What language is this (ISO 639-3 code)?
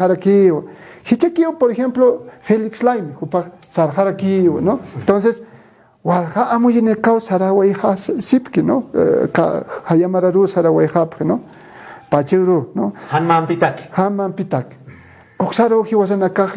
aym